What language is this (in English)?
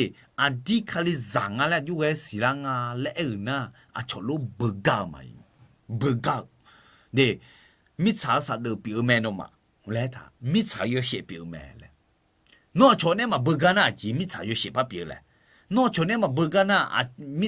Akha